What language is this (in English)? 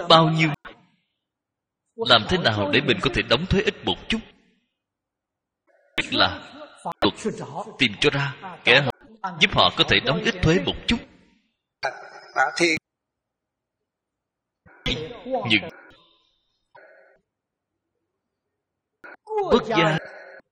Vietnamese